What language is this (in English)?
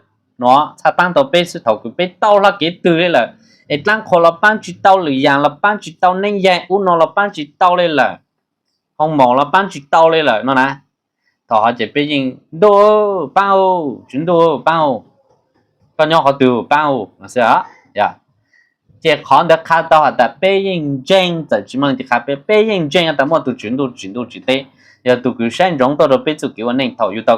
Hmong